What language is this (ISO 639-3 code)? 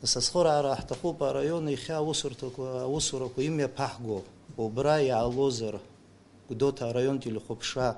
abk